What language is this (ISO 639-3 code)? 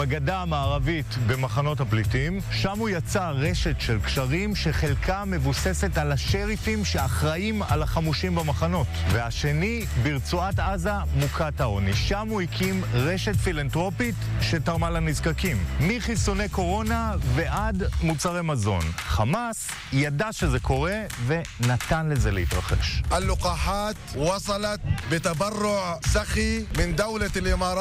heb